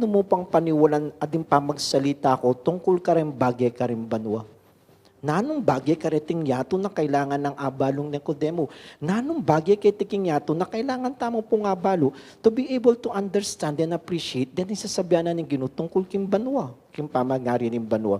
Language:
Pampanga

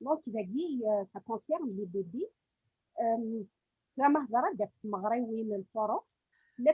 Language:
Kabyle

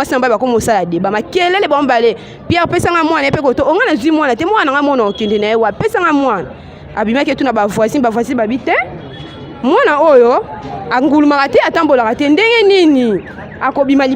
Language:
Lingala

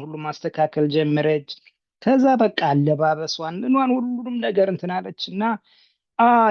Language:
Amharic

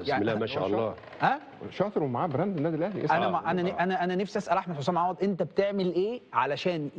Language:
Egyptian Arabic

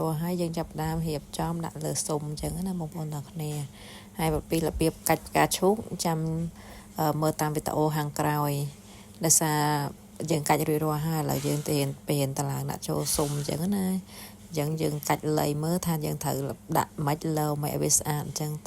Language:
Khmer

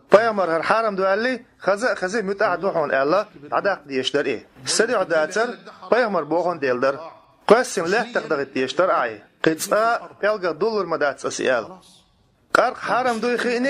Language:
Chechen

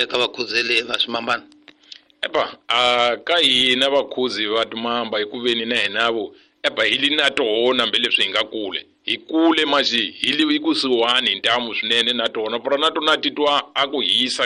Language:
Tsonga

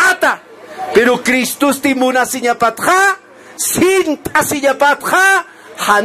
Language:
Aymara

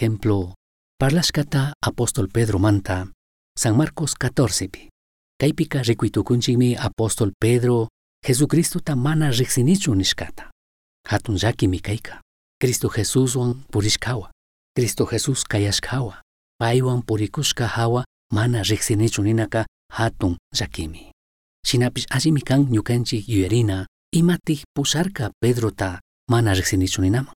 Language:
Chimborazo Highland Quichua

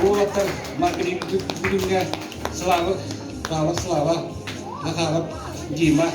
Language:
Yakut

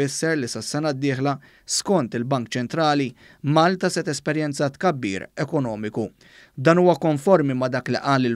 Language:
Maltese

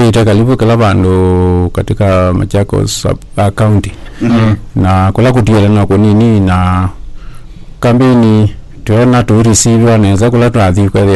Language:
Kamba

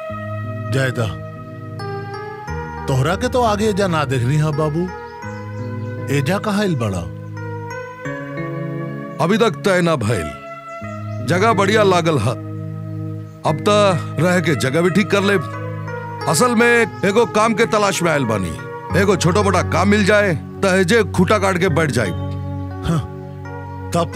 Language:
Bhojpuri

